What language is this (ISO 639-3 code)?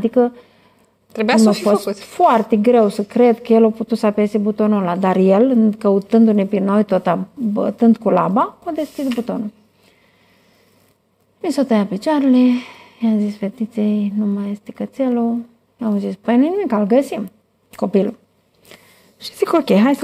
ron